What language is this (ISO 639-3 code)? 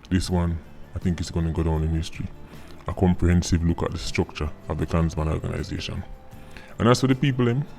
jam